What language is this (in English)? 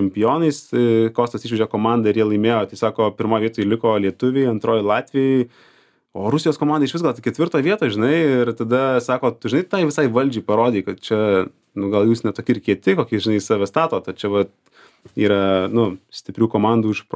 Lithuanian